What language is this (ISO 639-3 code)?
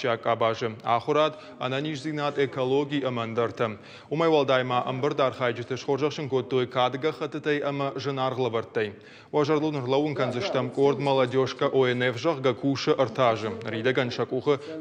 oss